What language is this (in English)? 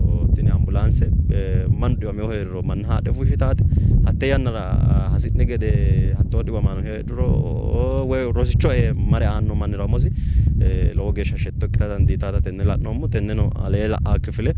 Sidamo